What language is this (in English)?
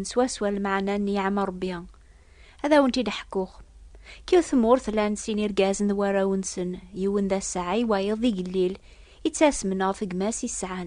Kabyle